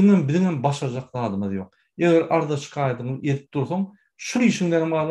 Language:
Turkmen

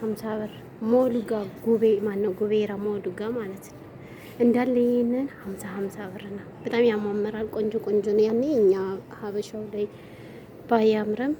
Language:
Amharic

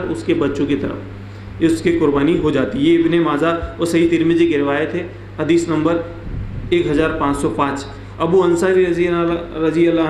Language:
Urdu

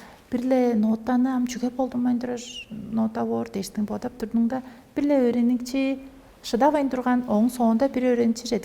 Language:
Tuvinian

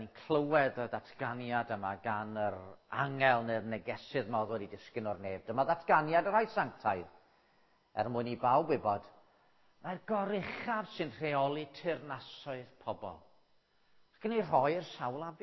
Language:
Welsh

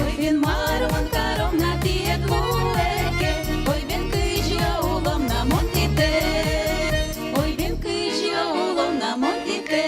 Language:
Udmurt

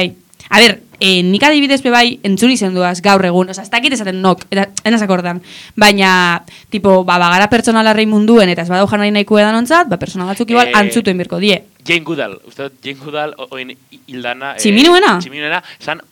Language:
Basque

